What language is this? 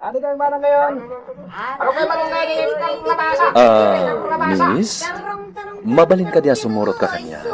Iloko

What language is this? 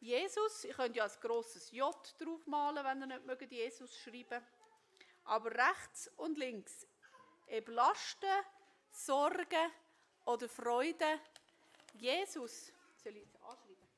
Swiss German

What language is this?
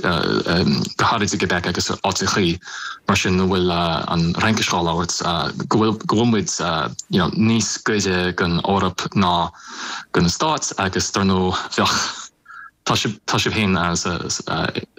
Irish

